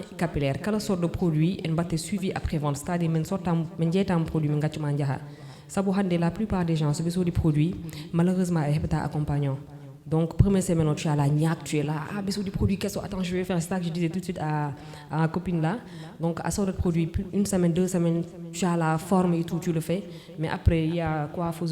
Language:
Fula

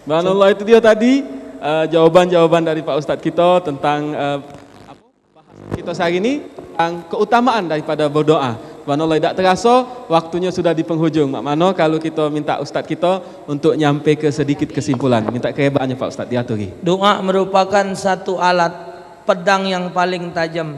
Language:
Musi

